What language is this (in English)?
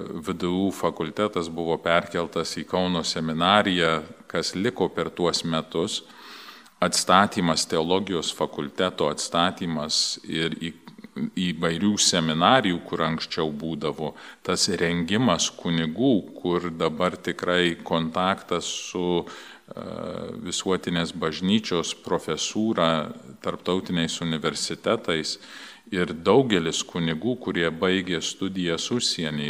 Lithuanian